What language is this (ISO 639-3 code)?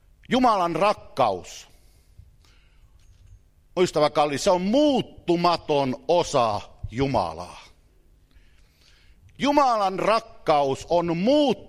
fin